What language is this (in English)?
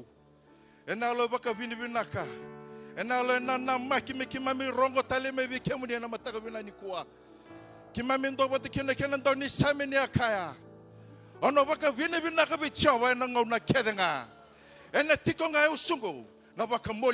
Fijian